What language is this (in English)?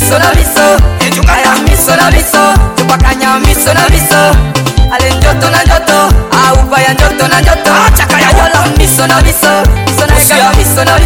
Swahili